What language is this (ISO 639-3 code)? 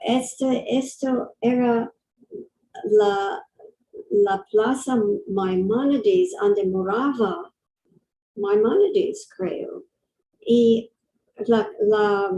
lad